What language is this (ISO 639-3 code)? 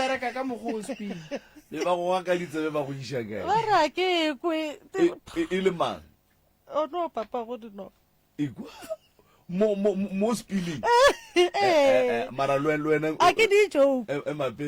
nso